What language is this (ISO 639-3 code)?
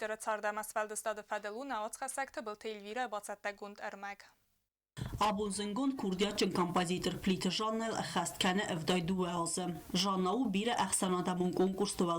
oss